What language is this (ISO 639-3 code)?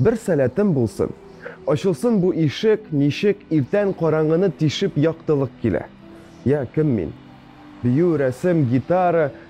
tat